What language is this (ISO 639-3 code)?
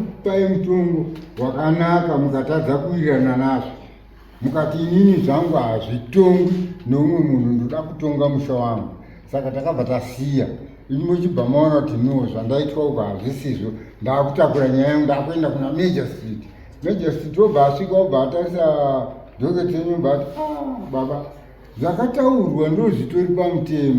sna